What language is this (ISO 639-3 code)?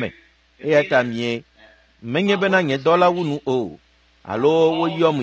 ewe